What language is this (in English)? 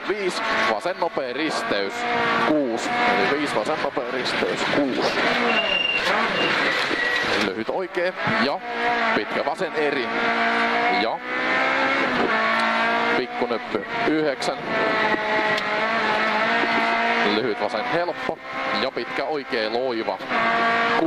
Finnish